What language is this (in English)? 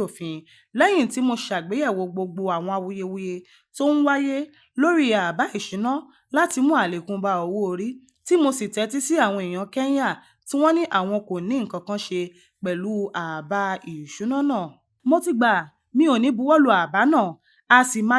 Yoruba